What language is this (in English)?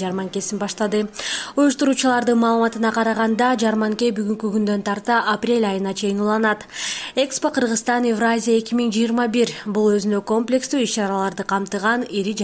Kyrgyz